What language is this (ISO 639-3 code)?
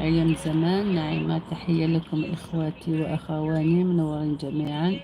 arq